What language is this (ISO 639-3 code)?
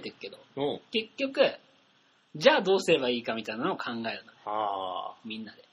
jpn